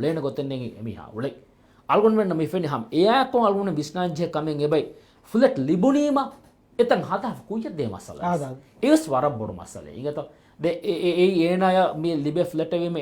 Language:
Divehi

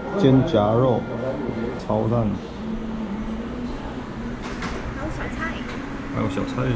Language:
Chinese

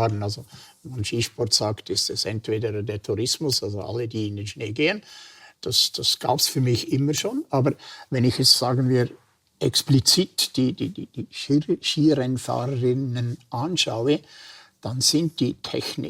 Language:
Swiss German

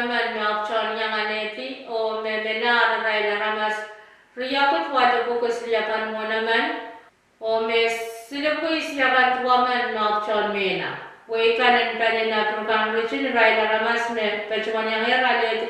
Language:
Pohnpeian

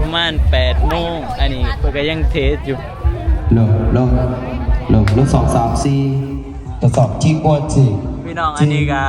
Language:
Northeastern Thai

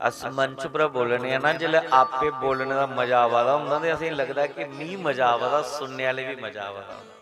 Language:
Dogri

